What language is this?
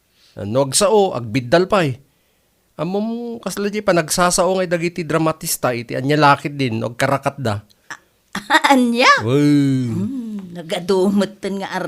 Iloko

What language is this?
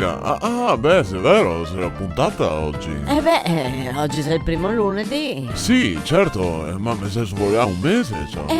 Venetian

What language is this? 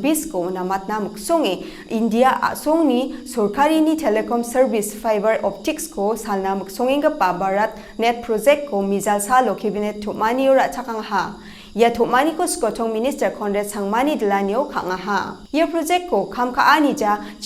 Garo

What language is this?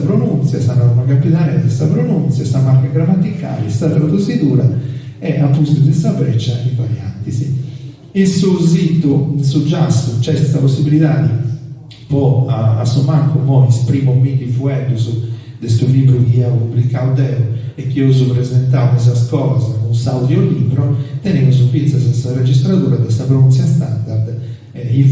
Sardinian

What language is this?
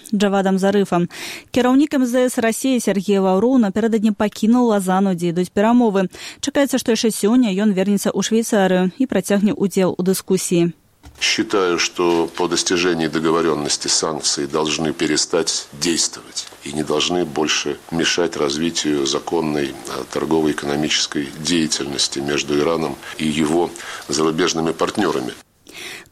Belarusian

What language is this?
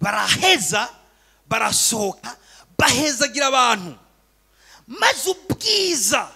Rundi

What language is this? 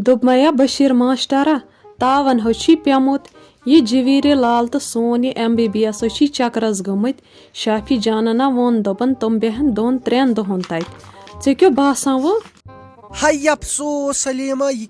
Kashmiri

